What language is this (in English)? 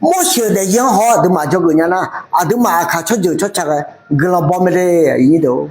Akha